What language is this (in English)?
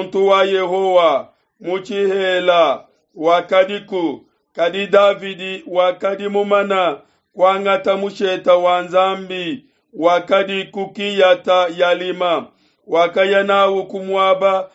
Luba-Lulua